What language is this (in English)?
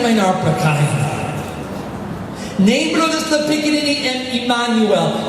Tok Pisin